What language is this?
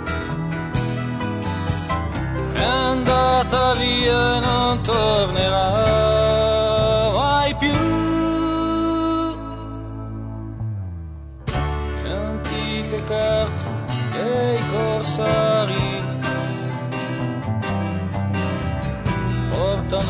Italian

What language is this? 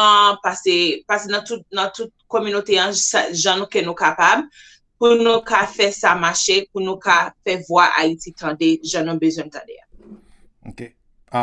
Haitian Creole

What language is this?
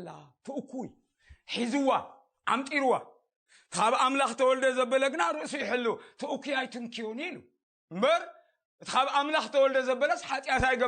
Tigrinya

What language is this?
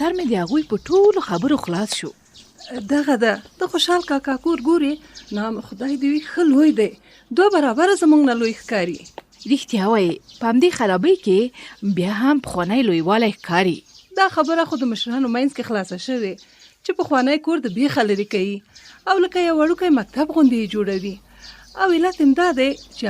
Pashto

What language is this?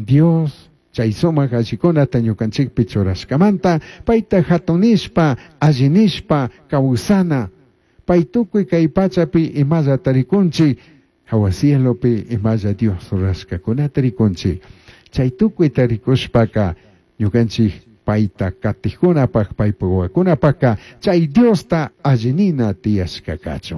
Chimborazo Highland Quichua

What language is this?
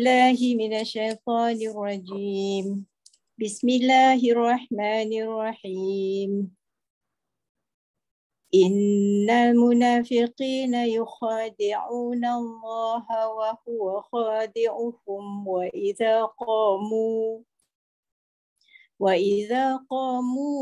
Malay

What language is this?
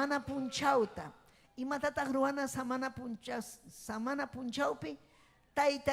Ayacucho Quechua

